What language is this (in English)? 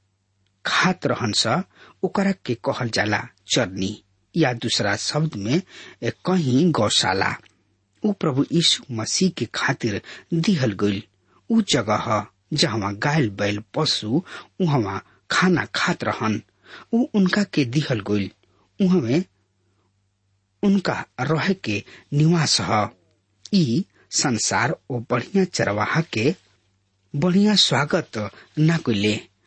Bhojpuri